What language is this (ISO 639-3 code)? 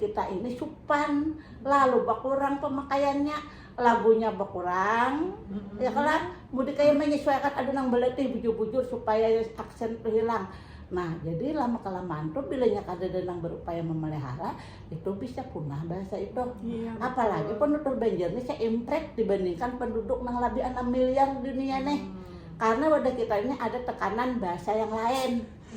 bjn